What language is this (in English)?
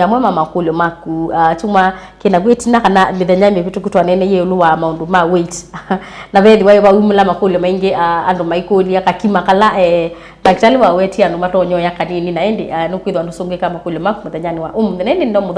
Kamba